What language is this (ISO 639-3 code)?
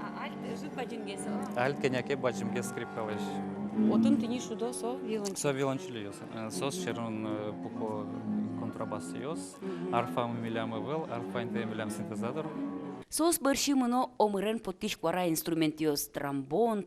udm